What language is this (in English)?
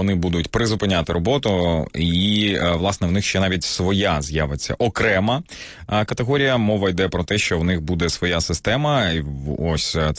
Ukrainian